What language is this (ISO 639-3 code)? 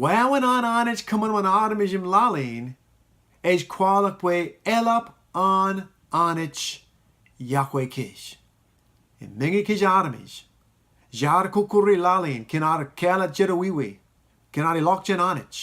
mah